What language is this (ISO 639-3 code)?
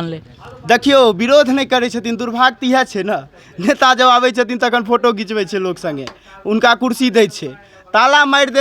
mai